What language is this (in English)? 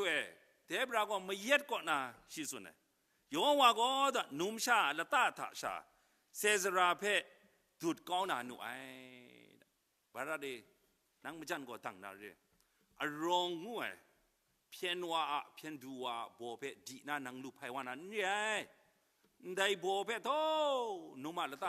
Kachin